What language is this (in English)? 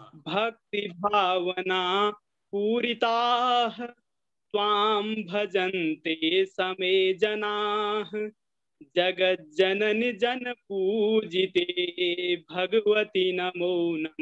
Sanskrit